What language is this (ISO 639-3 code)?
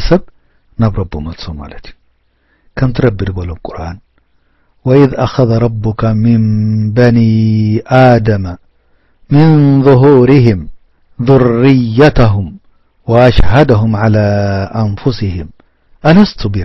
tir